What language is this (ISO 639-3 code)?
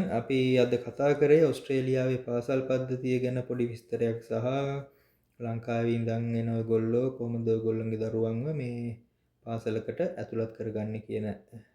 sin